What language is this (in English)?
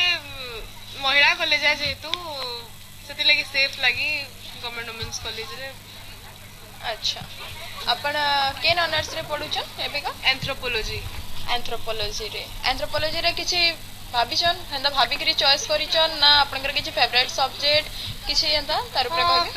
Odia